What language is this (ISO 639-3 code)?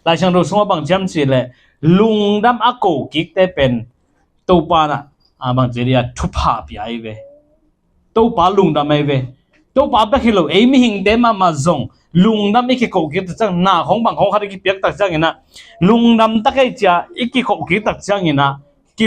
ctd